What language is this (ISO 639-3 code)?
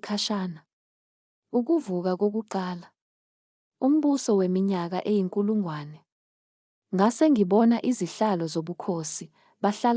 zul